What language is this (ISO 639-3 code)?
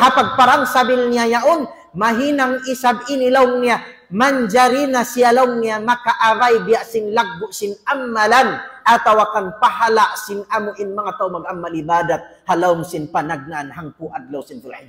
tsg